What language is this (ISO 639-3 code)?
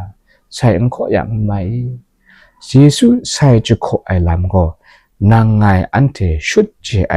kac